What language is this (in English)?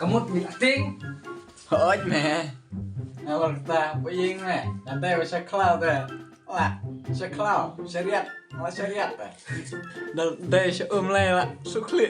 Khasi